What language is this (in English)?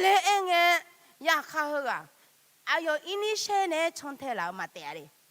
Akha